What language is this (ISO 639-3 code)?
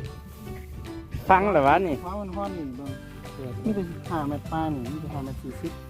lao